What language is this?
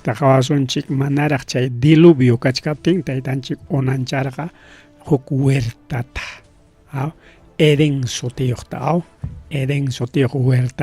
Ayacucho Quechua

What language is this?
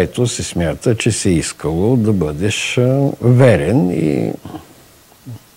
Bulgarian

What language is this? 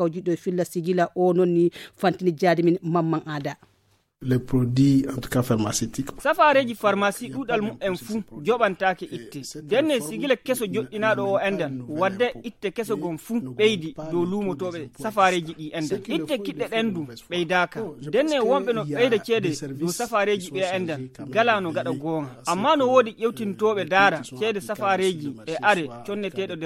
Fula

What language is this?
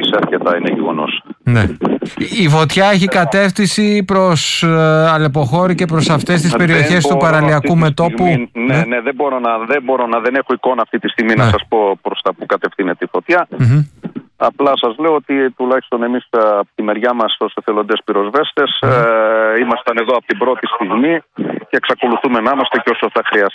Greek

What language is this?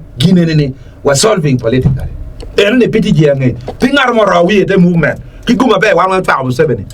Acoli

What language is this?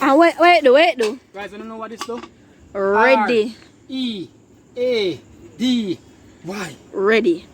Jamaican Creole English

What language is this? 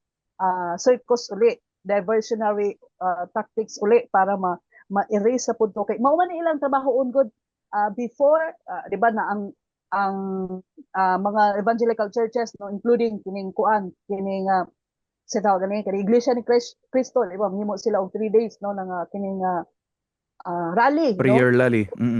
Cebuano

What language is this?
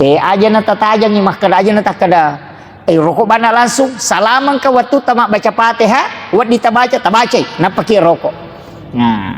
Buginese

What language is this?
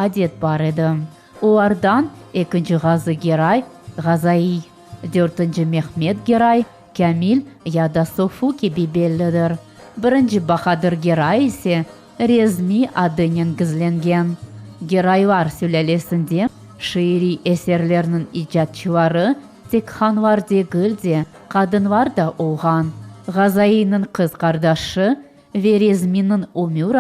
Crimean Tatar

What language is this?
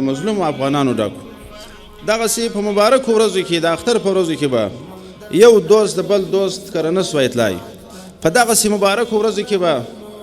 Pashto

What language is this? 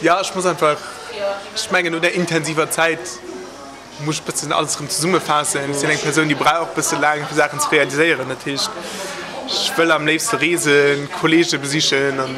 Luxembourgish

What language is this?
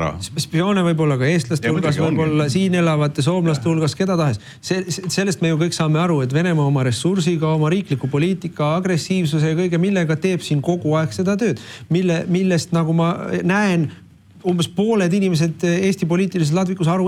Estonian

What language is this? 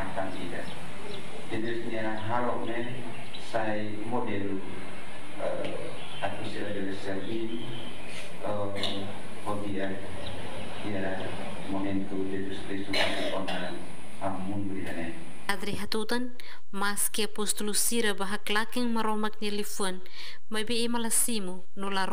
Tetum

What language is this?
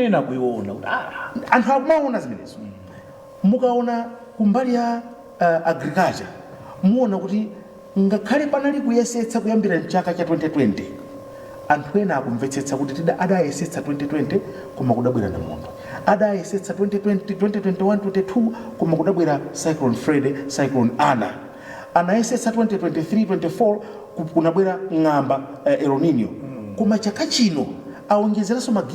Nyanja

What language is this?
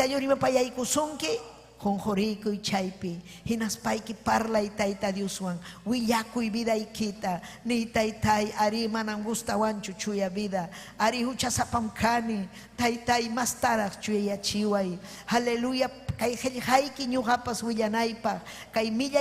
Ayacucho Quechua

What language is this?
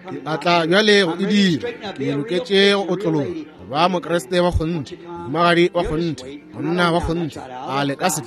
Northern Sotho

